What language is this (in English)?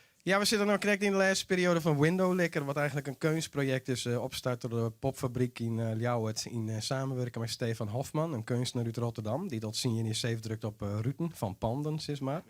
Western Frisian